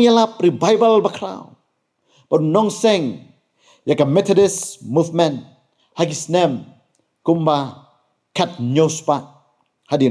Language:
Khasi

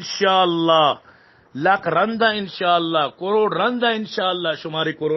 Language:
Baluchi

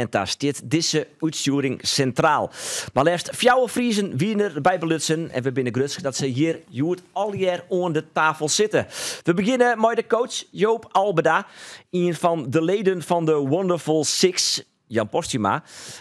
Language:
Western Frisian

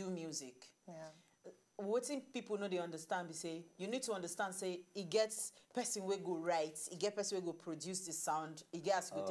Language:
Nigerian Pidgin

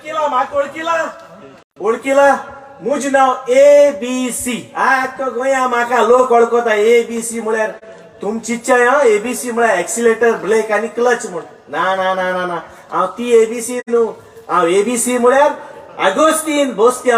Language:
Konkani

